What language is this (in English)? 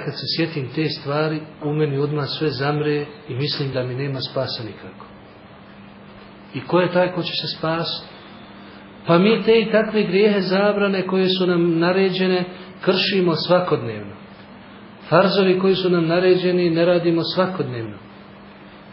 Bosnian